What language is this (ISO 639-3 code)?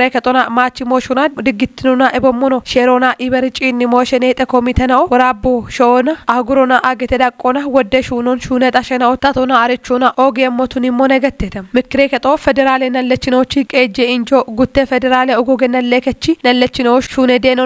kbr